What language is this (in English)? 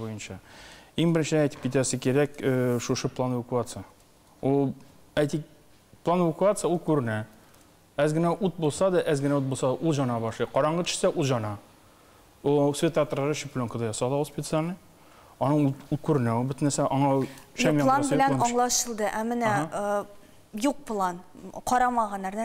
Tatar